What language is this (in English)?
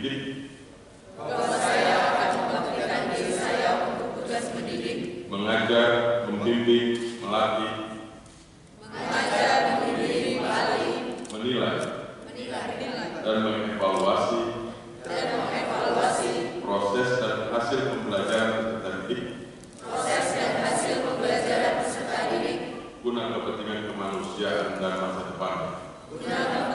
Indonesian